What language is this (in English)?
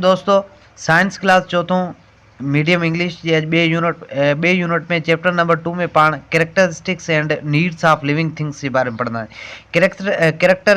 Sindhi